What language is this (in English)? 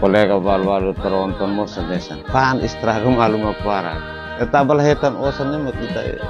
Tetum